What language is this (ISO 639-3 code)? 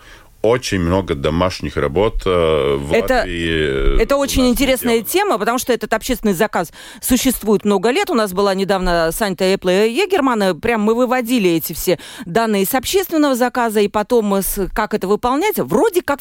rus